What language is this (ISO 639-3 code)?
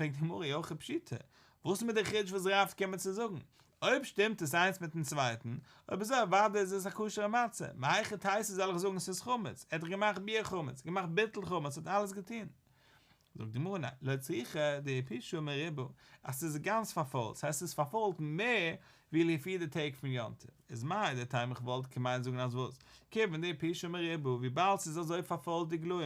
yid